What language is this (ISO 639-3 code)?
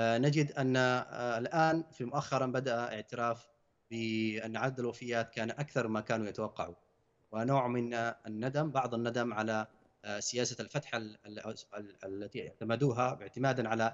ara